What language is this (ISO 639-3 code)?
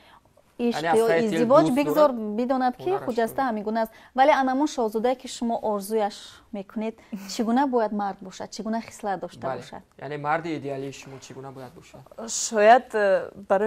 tgk